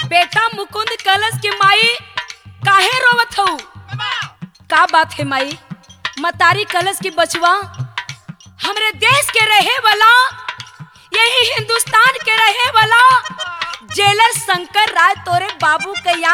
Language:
Bhojpuri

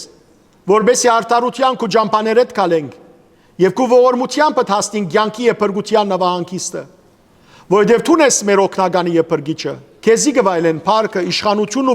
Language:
Western Armenian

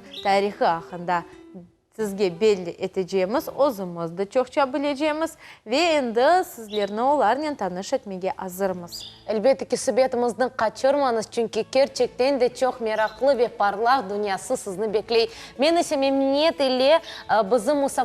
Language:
Crimean Tatar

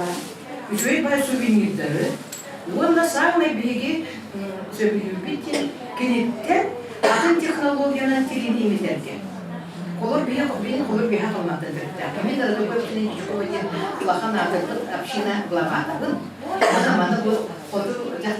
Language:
Yakut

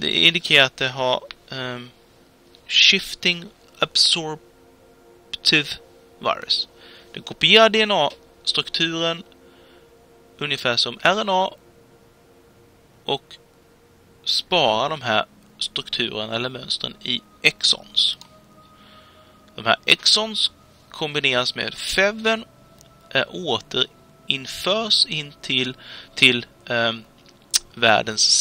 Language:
Swedish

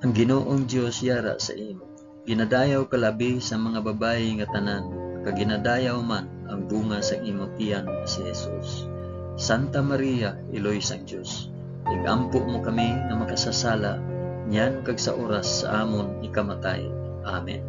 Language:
Hiligaynon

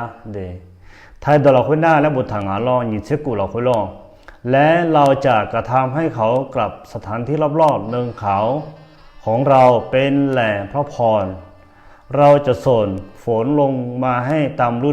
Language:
Akha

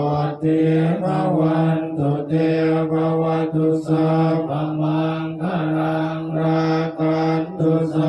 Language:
Pali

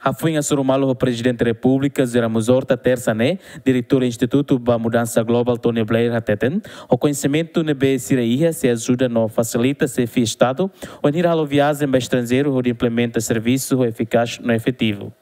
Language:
Tetum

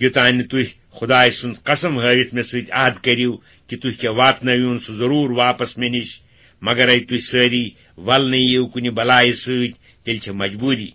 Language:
Kashmiri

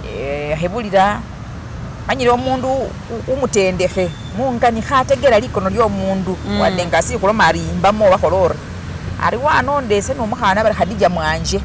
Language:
Masaaba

